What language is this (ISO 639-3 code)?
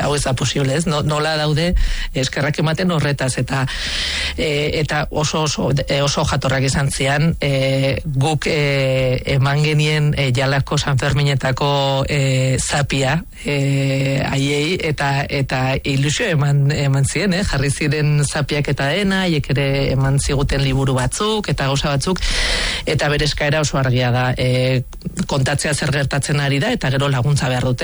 eus